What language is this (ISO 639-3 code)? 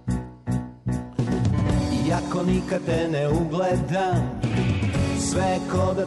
srp